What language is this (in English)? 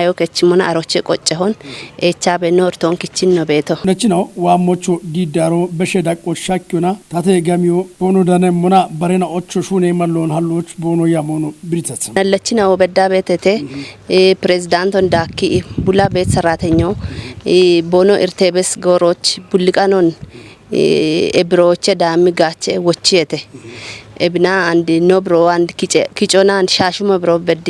Kafa